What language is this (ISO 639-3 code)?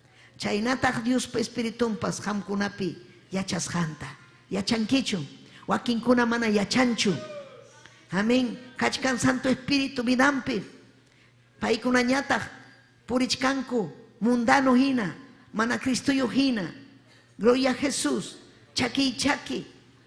quy